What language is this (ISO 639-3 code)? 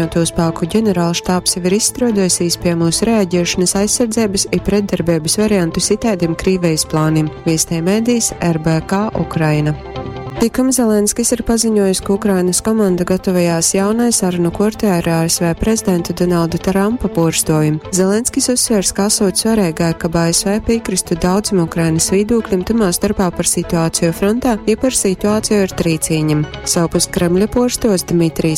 ltg